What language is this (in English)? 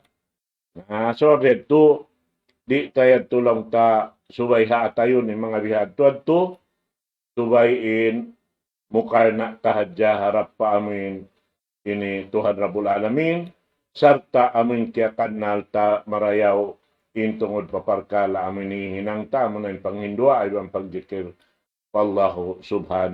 Tausug